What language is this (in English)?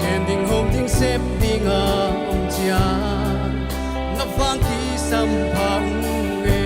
Paite Chin